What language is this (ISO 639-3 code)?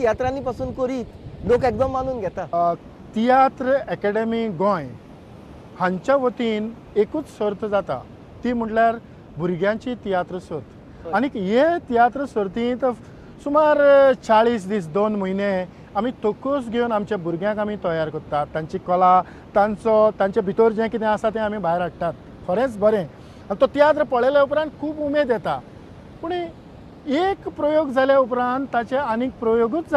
kok